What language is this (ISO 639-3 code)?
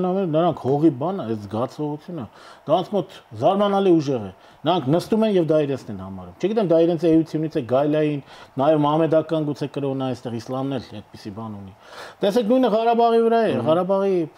hye